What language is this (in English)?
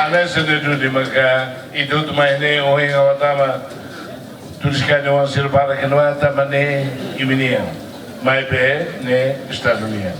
Tetum